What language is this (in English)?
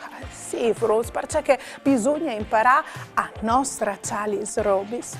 Friulian